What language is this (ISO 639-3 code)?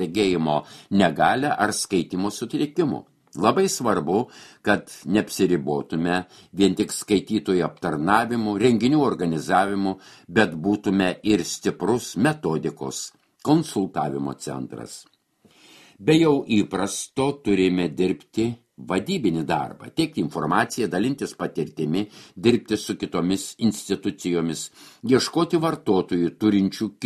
lit